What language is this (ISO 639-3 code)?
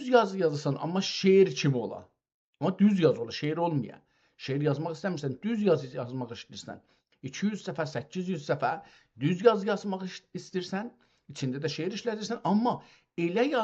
azb